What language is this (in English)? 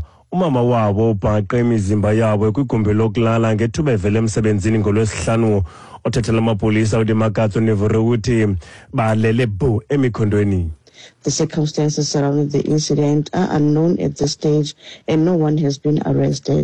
Xhosa